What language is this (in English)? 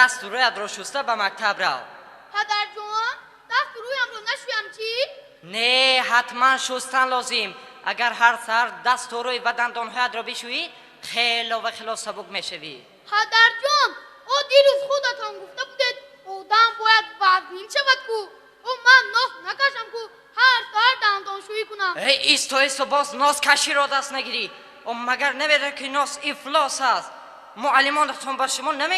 Tajik